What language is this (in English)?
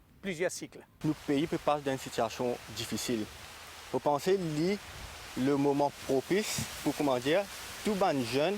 Morisyen